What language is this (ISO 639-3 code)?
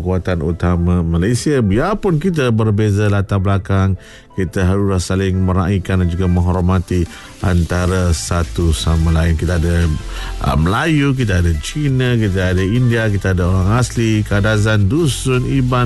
msa